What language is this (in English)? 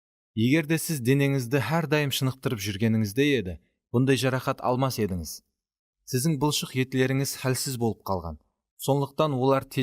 Kara-Kalpak